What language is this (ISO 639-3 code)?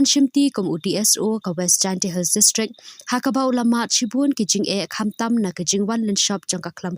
kha